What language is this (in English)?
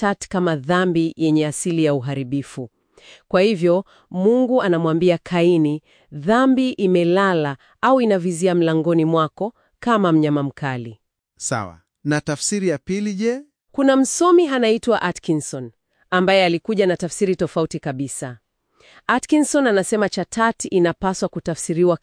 Swahili